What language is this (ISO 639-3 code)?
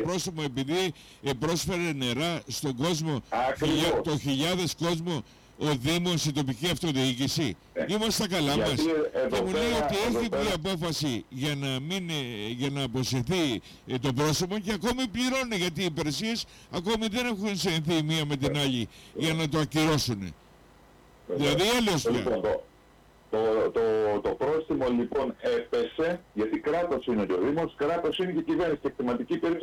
ell